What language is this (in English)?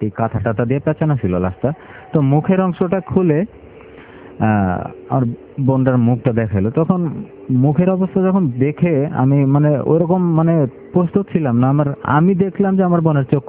Bangla